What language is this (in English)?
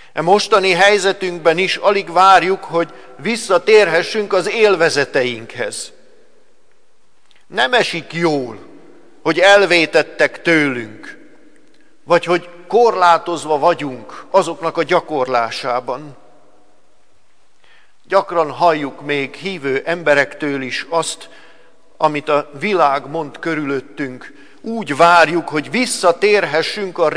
Hungarian